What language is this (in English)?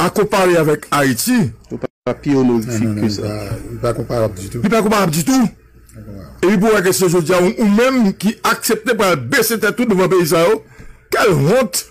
Haitian Creole